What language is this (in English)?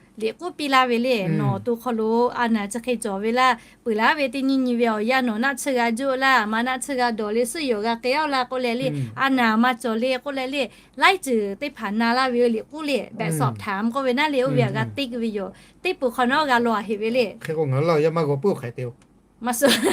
Lahu